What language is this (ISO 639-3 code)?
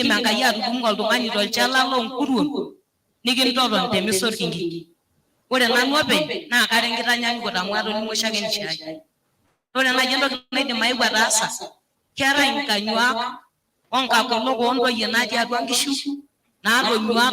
mas